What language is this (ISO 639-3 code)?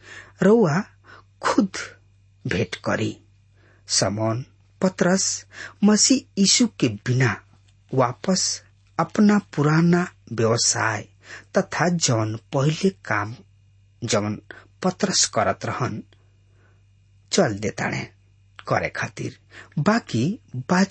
bho